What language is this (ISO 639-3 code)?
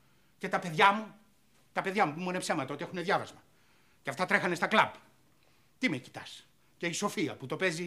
ell